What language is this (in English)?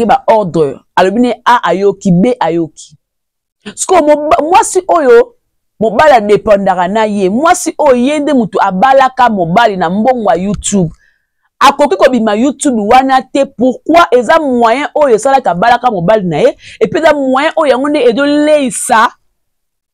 Lingala